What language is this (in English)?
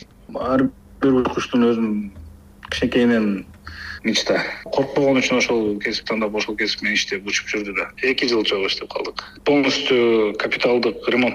Kyrgyz